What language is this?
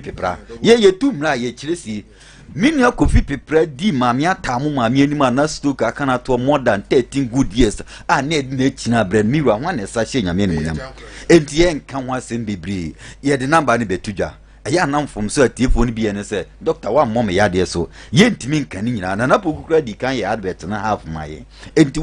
Akan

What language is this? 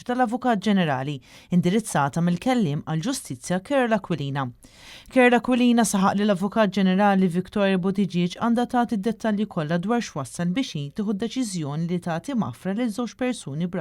Maltese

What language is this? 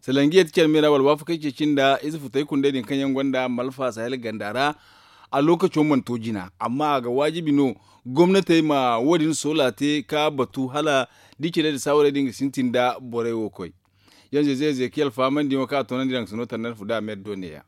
Zarma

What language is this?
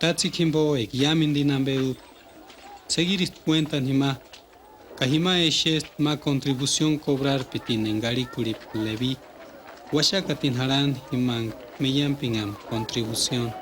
Purepecha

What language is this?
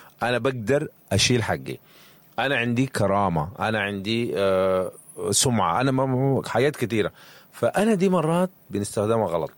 Sudanese Arabic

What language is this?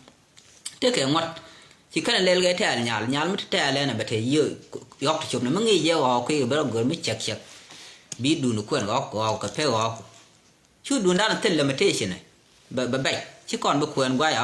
Nuer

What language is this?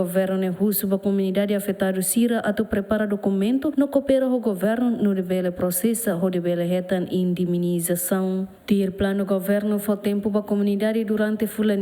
Tetum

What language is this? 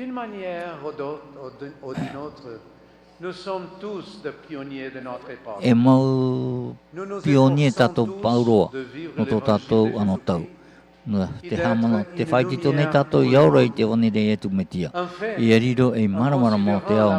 Tahitian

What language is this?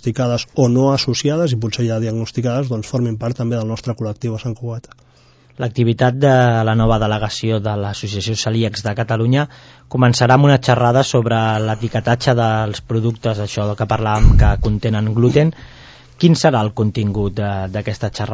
Catalan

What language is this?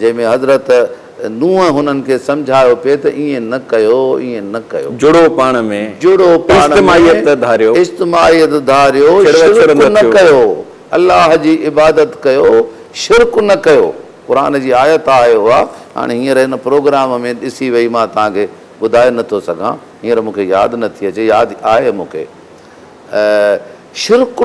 Sindhi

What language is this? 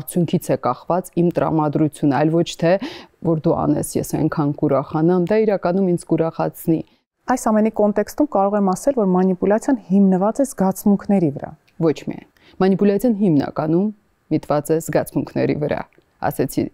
Armenian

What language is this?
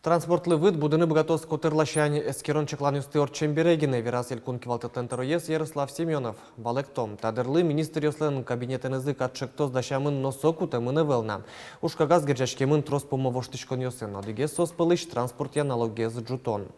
Udmurt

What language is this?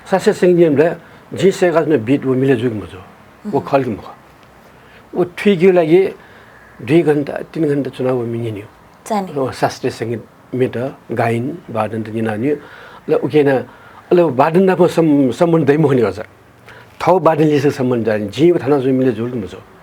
Newari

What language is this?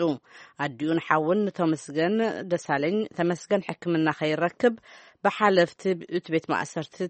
Tigrinya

